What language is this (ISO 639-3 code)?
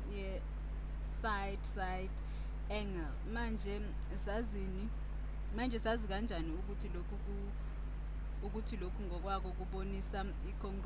zul